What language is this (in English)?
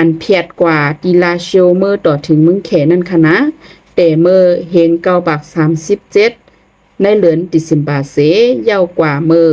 Shan